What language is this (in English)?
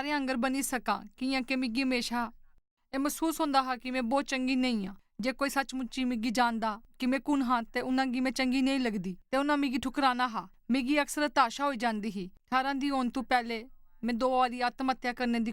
Dogri